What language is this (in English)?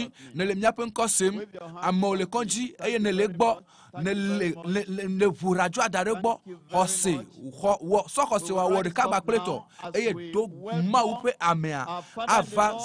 Ewe